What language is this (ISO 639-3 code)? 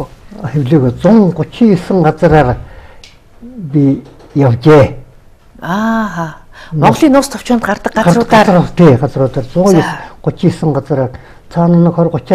mon